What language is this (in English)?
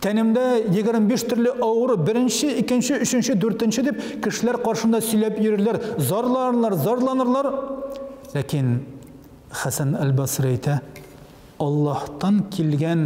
Tatar